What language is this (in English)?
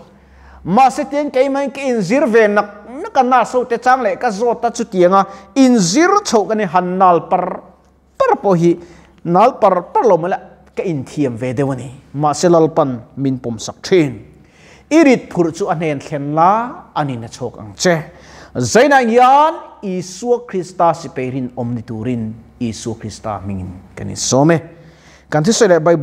Mizo